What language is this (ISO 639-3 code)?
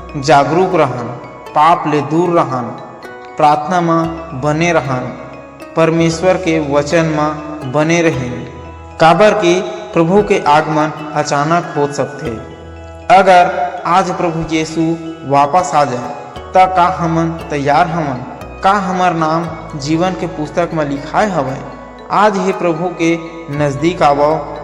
hne